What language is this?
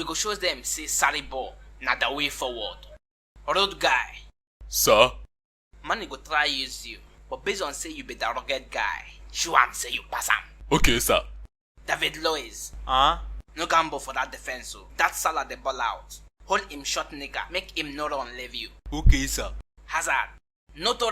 Nigerian Pidgin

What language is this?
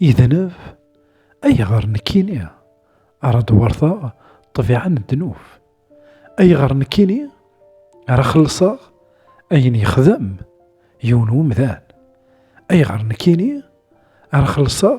Kabyle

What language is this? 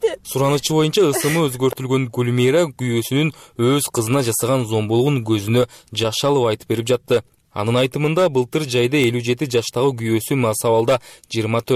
Kyrgyz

